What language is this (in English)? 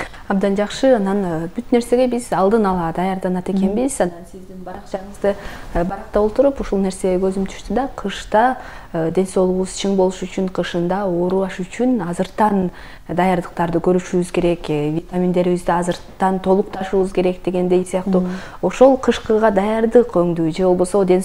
Kyrgyz